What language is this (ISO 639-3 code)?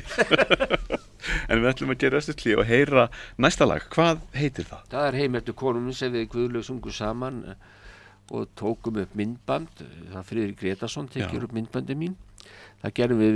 isl